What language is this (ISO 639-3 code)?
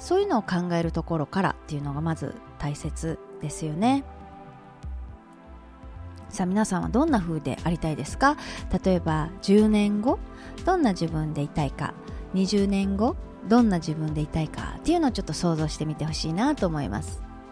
jpn